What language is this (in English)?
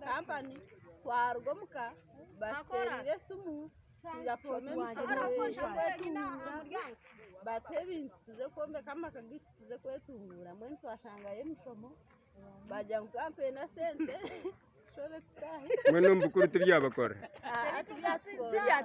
Nyankole